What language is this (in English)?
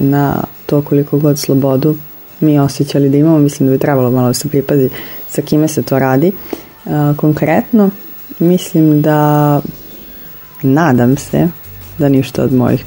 Serbian